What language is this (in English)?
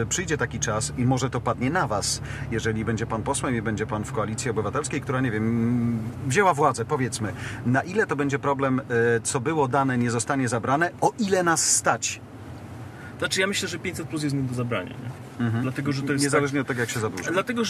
Polish